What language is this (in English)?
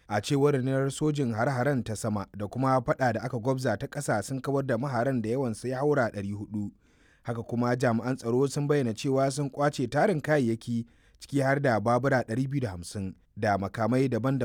Hausa